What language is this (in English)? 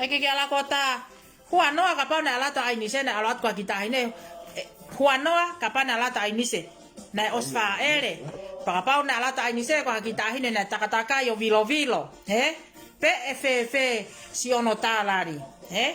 Tongan